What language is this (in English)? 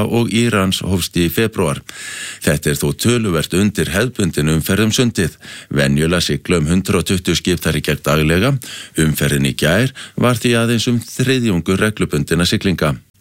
Icelandic